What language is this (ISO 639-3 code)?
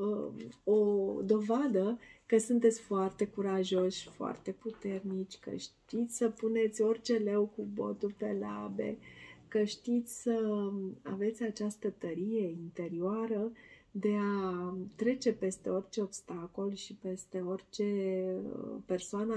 ron